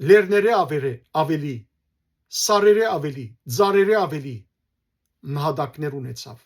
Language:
Western Armenian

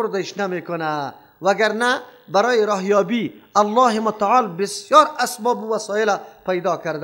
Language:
Persian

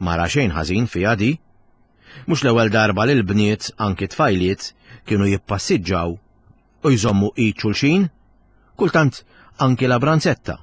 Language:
Maltese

